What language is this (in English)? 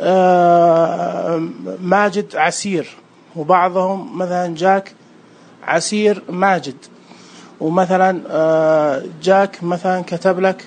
Najdi Arabic